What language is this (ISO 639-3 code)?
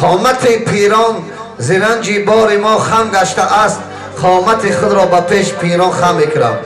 tgk